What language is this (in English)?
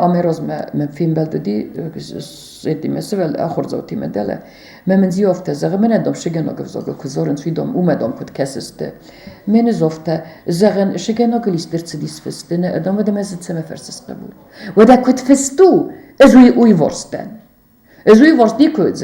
Ossetic